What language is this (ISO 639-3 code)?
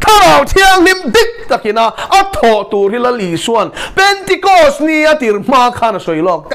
lus